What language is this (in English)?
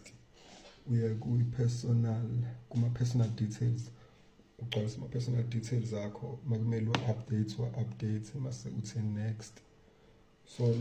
Zulu